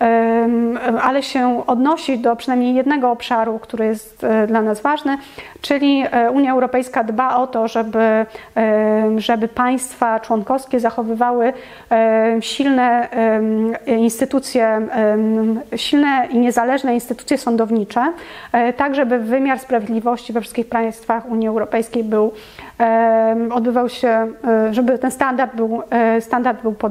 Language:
Polish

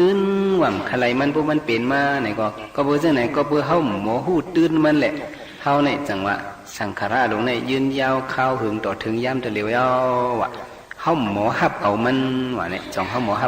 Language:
Shan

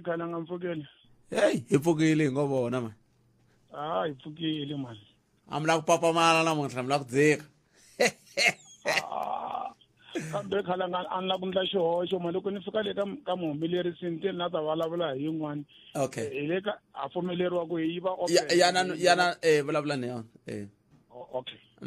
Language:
Tsonga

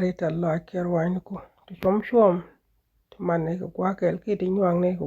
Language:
Nuer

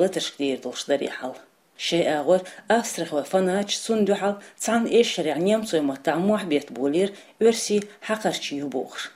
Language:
Chechen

